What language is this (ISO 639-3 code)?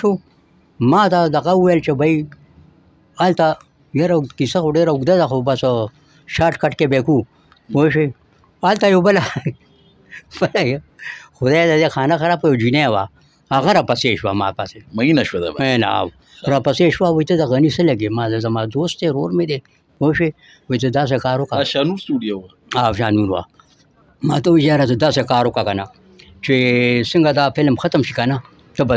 pus